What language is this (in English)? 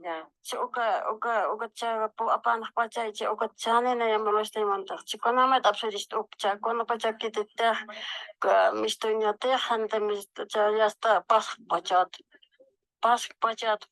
Aymara